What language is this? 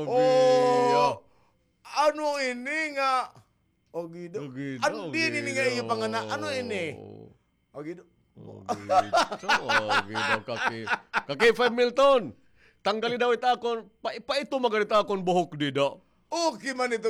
Waray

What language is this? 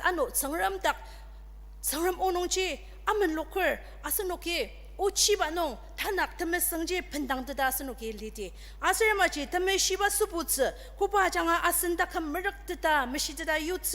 Ao Naga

